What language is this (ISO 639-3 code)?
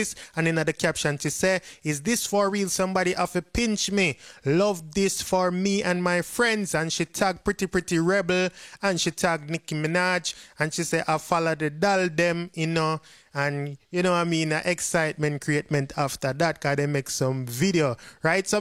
jam